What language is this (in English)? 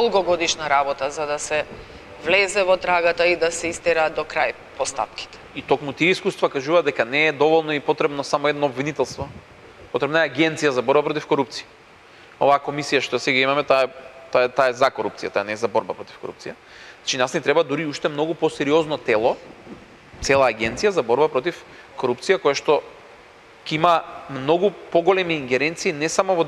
Macedonian